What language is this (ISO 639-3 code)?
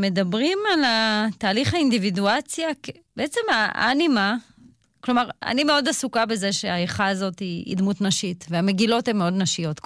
heb